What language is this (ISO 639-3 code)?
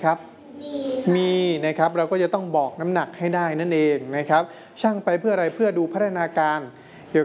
tha